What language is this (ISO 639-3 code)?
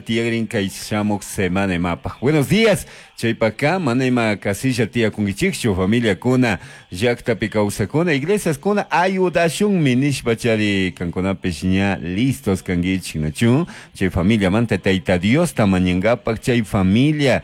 qug